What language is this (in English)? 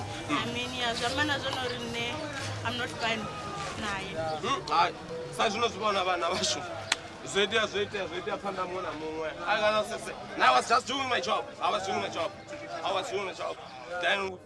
Venda